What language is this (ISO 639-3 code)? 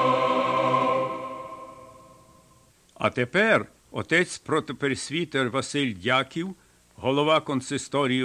ukr